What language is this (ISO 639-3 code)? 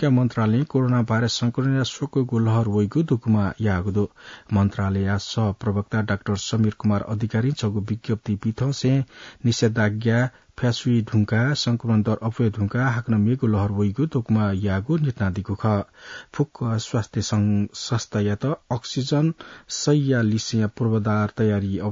new